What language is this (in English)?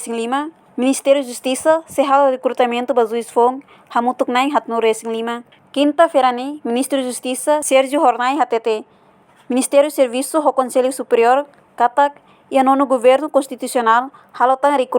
Tetum